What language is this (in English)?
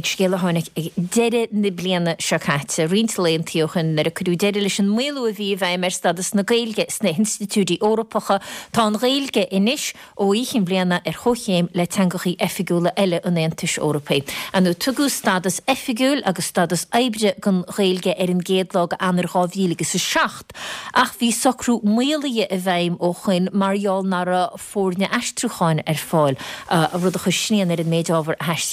Irish